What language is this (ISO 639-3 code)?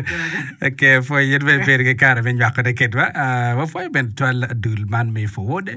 ach